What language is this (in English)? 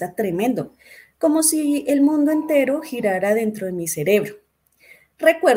Spanish